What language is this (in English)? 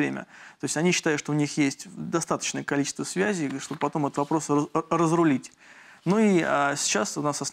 Russian